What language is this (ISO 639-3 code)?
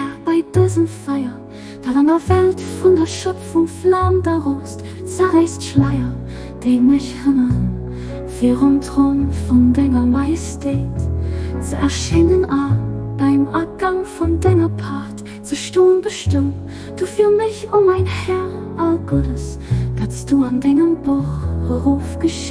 ltz